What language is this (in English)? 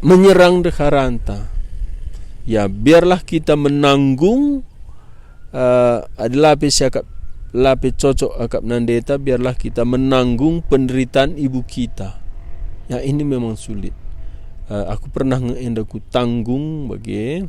Batak Karo